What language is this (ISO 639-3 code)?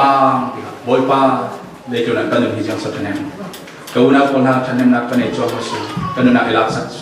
cfm